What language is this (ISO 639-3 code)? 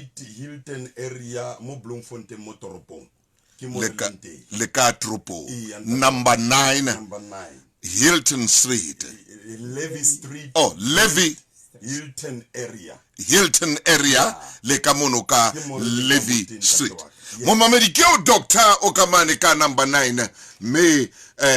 sot